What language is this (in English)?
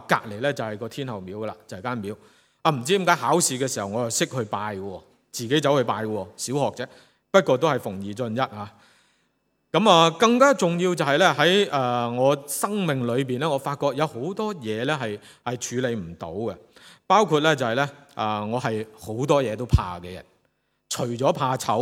Cantonese